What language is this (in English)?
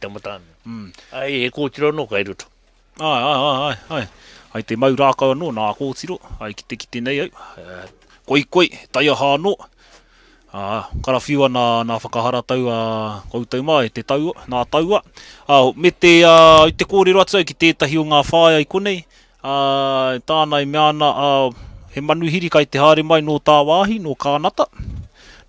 Māori